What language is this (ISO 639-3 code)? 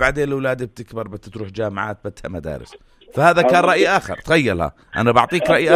apc